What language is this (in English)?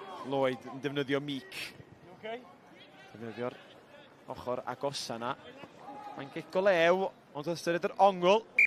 Welsh